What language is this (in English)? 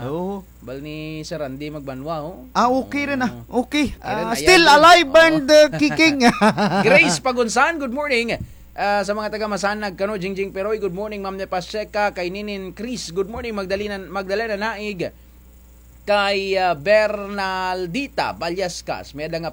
Kinaray-a